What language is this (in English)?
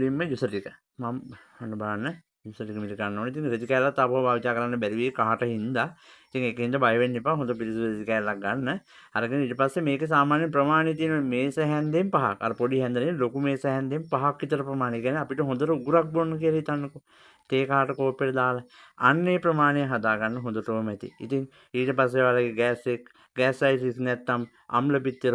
Sinhala